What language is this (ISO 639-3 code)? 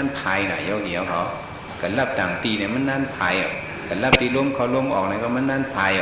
shn